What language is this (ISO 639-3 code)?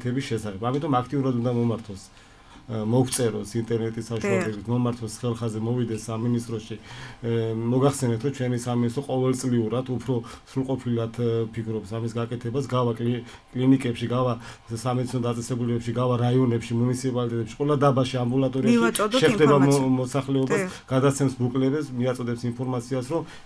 kat